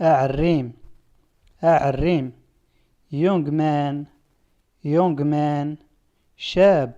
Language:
Standard Moroccan Tamazight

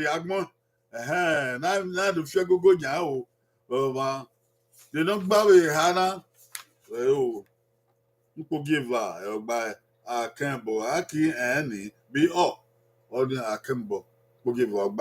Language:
Bini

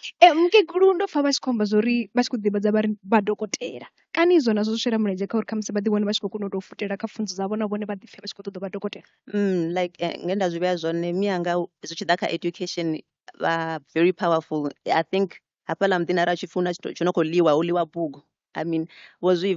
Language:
Venda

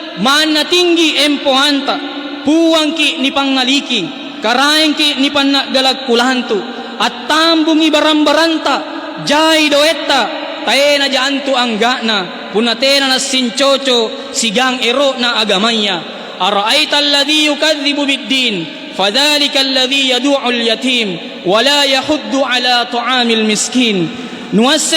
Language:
Makasar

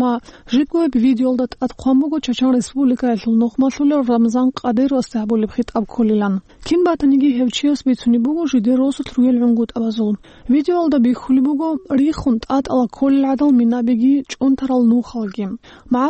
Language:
Avaric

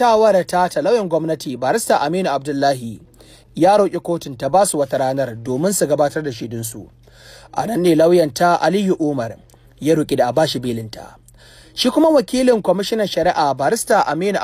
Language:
Hausa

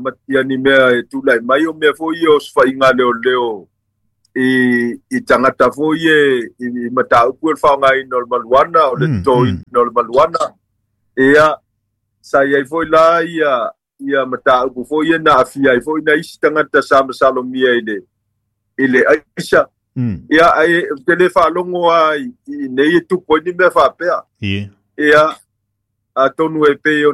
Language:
Samoan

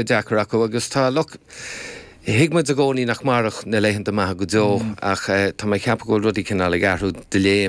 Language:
Irish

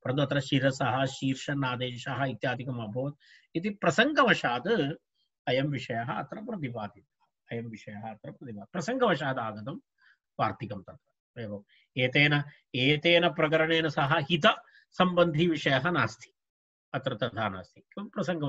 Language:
Sanskrit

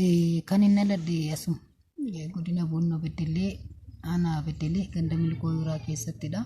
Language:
Oromo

